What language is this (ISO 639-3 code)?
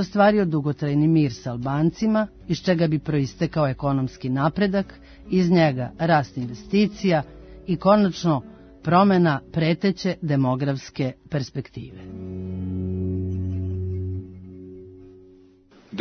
srp